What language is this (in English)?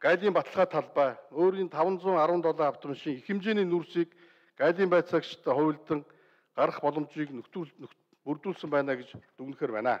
Mongolian